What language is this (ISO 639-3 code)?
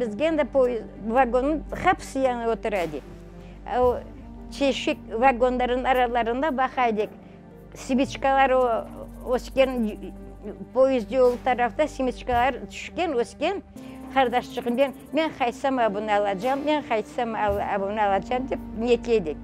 crh